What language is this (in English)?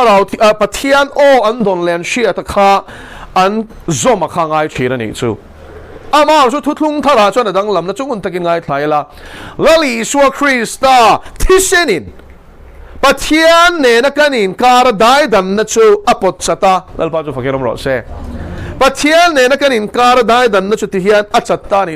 Mizo